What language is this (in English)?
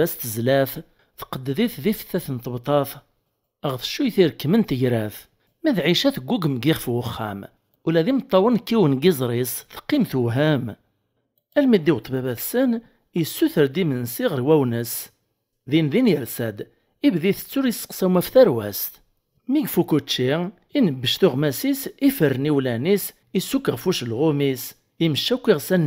Kabyle